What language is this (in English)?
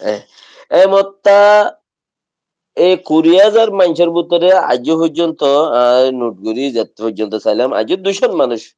Rohingya